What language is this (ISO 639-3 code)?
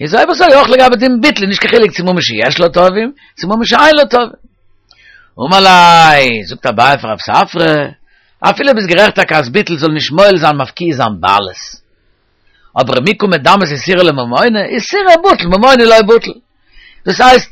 yid